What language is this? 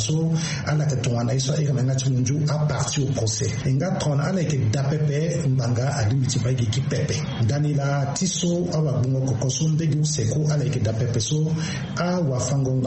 Sango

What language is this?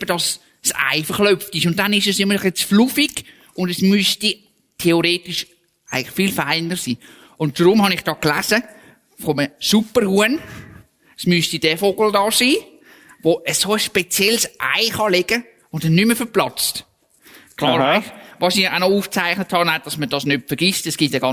Swiss German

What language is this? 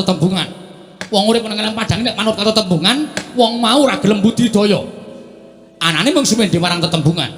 Javanese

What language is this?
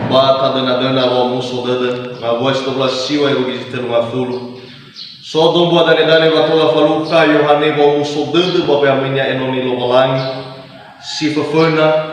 Nias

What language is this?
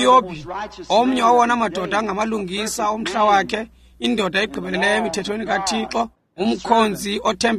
Xhosa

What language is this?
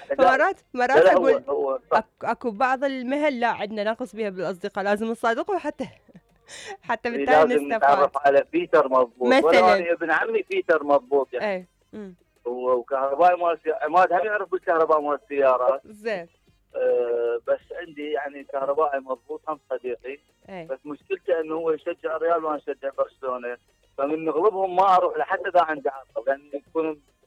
Mesopotamian Arabic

